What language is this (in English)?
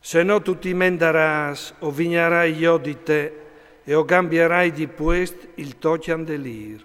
Friulian